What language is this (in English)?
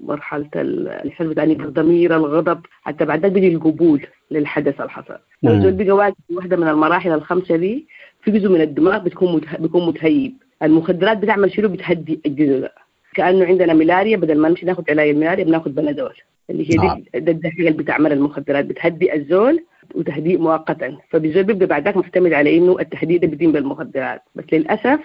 Sudanese Arabic